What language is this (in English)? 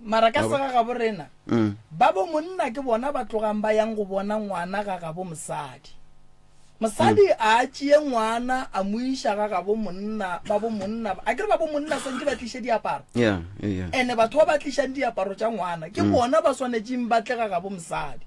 Northern Sotho